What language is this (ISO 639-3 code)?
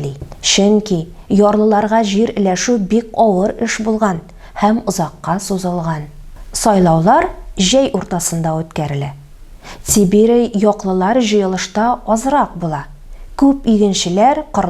tat